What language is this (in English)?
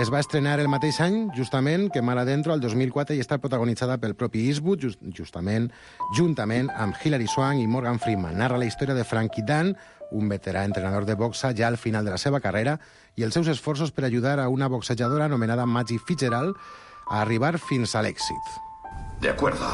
Catalan